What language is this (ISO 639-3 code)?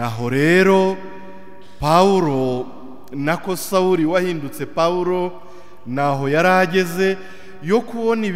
kin